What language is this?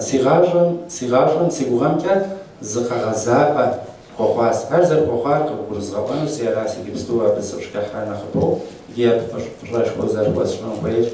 Kabardian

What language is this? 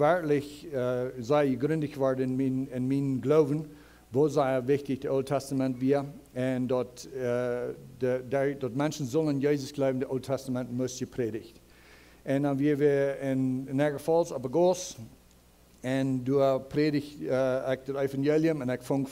Plautdietsch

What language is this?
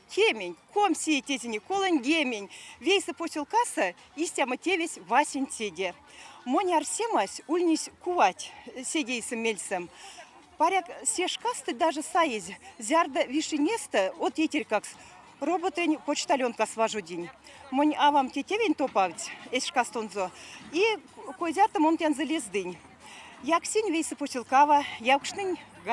Erzya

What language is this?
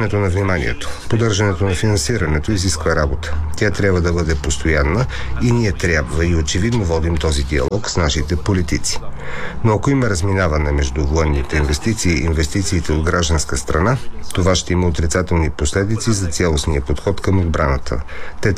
Bulgarian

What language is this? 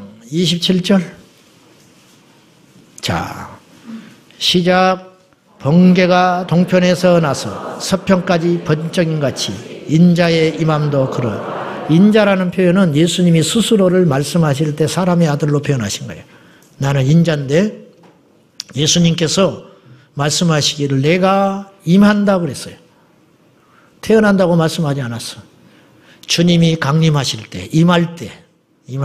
Korean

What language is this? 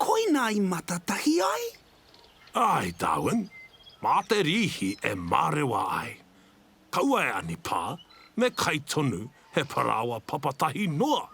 Māori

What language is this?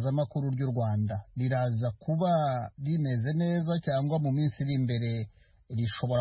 Kinyarwanda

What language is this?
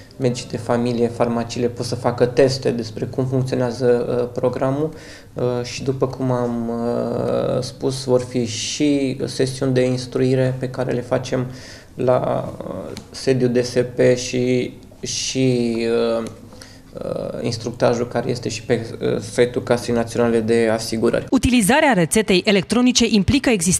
Romanian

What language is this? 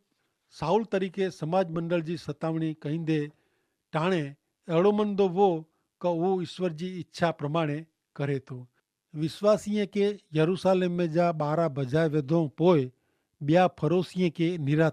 Kachhi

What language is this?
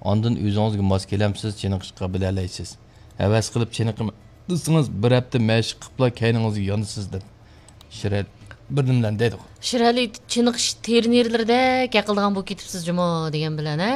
Uyghur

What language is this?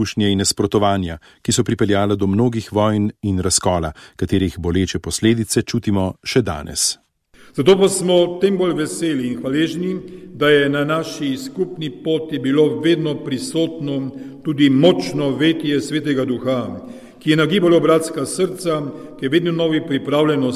Slovenian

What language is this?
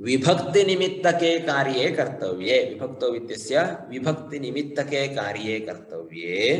Sanskrit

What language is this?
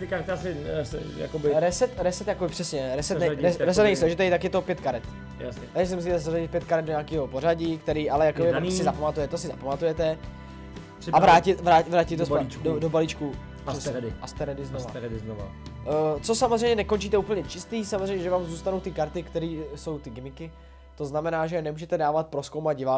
Czech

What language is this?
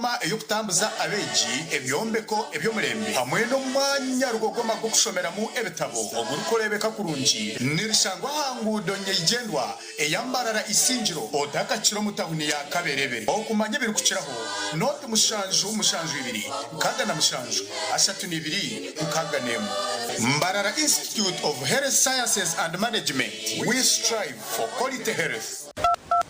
Nyankole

